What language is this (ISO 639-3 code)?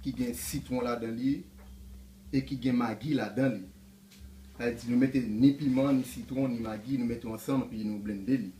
hat